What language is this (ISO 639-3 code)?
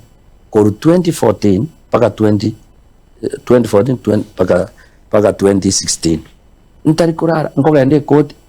guz